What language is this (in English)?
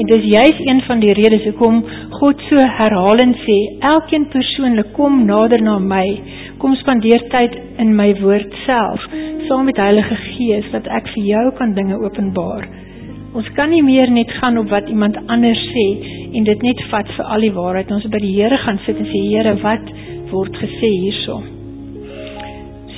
Afrikaans